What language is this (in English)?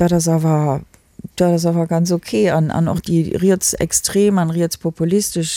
Luxembourgish